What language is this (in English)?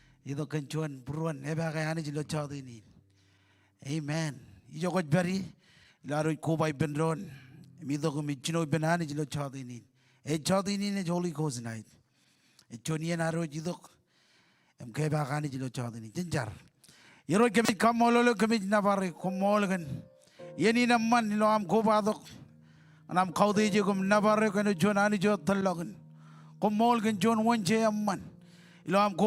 Marshallese